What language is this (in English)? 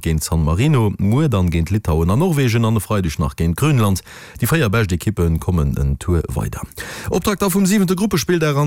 Luxembourgish